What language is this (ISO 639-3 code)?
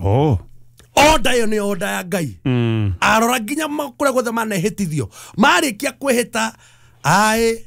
kik